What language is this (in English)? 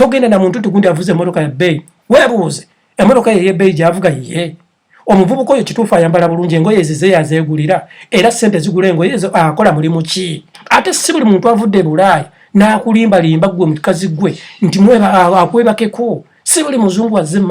Ganda